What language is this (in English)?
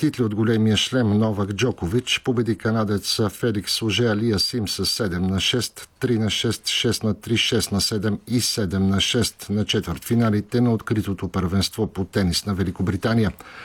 Bulgarian